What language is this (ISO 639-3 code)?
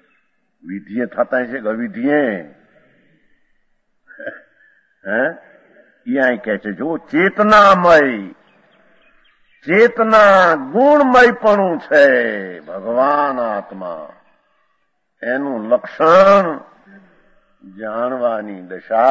guj